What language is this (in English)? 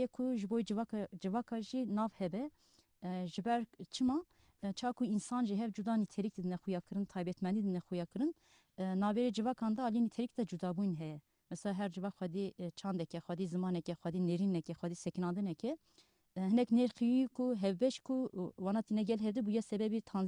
Kurdish